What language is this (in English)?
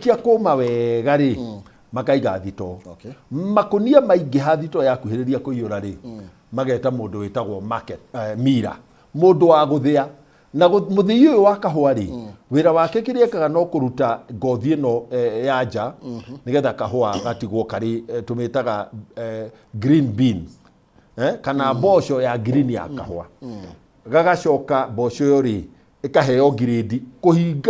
Kikuyu